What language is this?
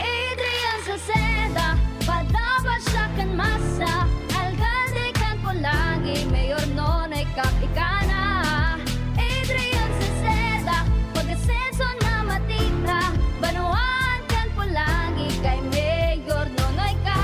Bikol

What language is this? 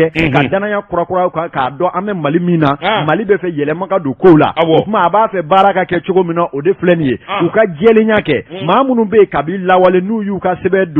Bambara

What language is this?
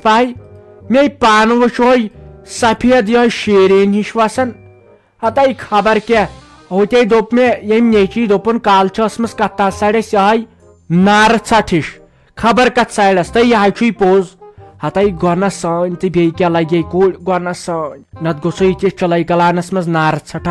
Kashmiri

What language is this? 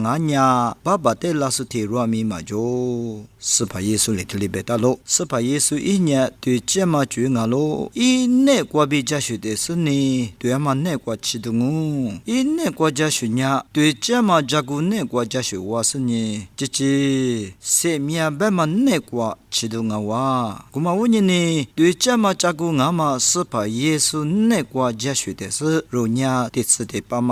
Lisu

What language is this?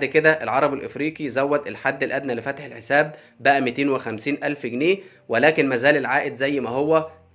Egyptian Arabic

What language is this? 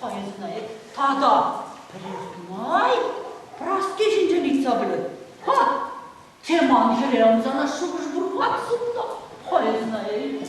Chuvash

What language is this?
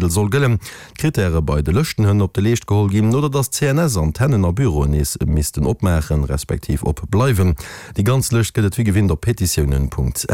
Luxembourgish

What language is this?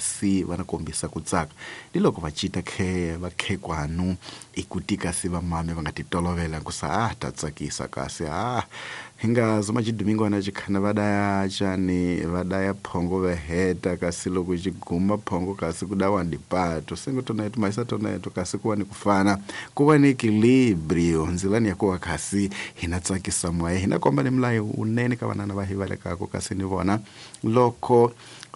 Tsonga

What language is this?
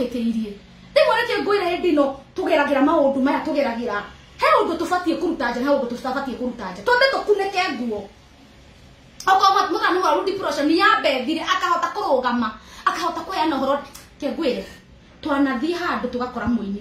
Kikuyu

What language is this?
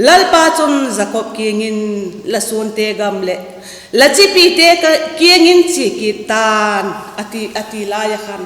Vaiphei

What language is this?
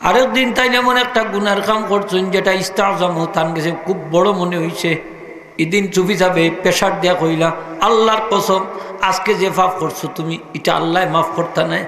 Sylheti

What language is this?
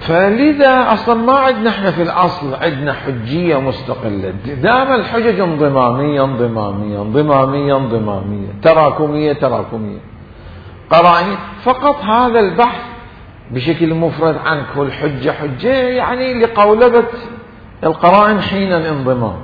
Mesopotamian Arabic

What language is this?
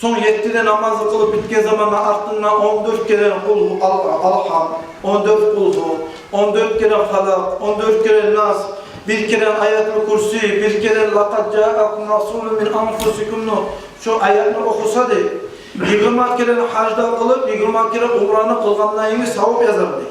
Kumyk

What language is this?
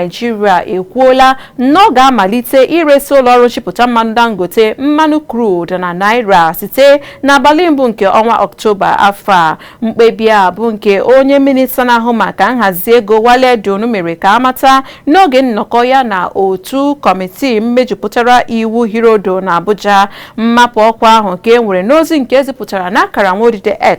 Igbo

